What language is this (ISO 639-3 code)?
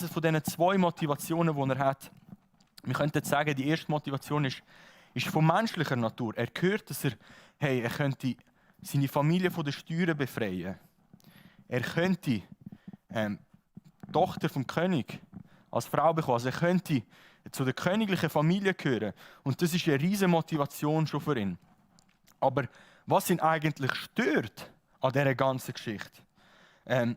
gsw